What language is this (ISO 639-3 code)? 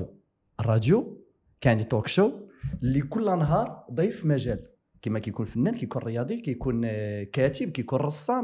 ary